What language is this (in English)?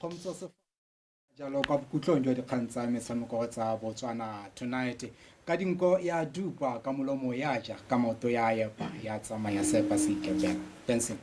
Tswana